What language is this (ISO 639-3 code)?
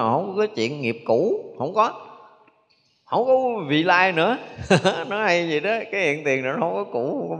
vie